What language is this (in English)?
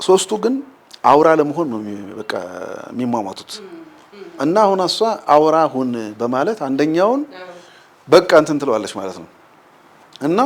Amharic